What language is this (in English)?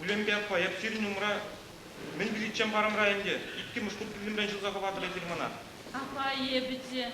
Chuvash